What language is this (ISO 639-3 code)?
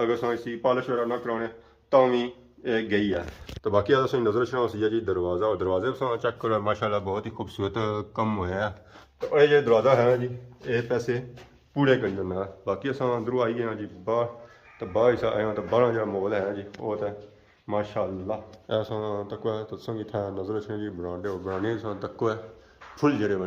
phr